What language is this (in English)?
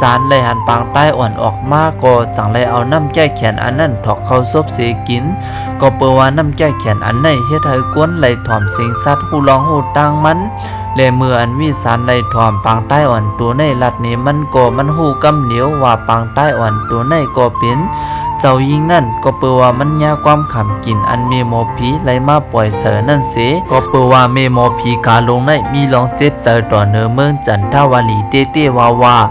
Shan